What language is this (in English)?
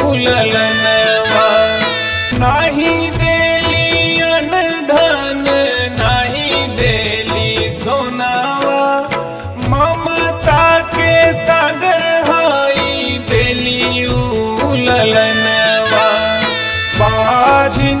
Bhojpuri